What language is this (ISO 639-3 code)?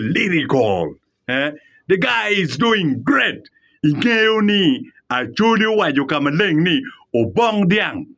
ach